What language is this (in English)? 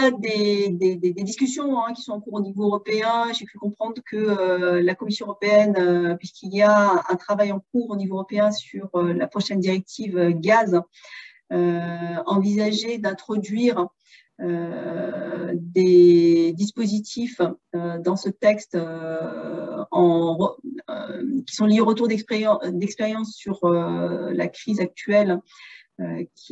French